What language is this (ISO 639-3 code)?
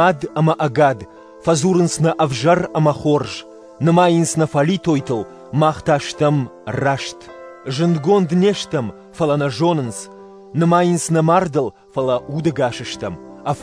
oss